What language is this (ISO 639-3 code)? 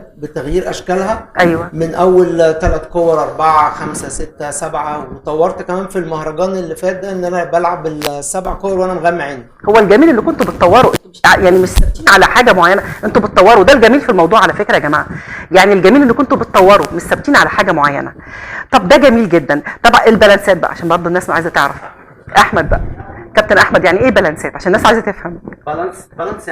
arz